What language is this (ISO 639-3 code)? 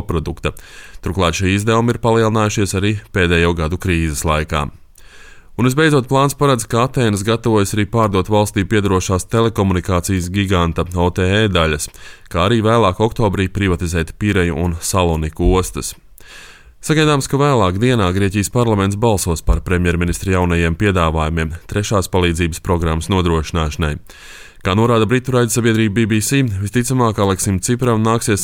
lav